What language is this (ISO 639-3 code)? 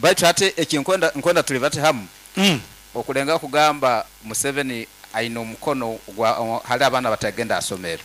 nyn